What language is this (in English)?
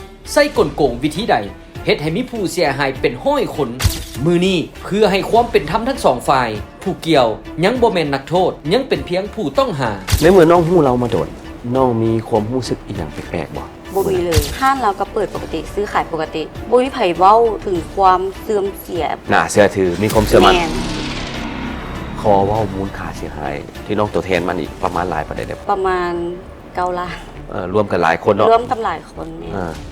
Lao